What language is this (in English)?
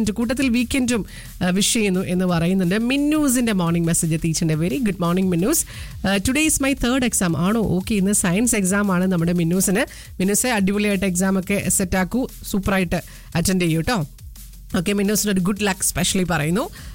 Malayalam